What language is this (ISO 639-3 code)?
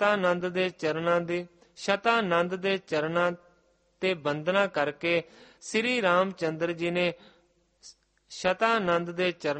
pan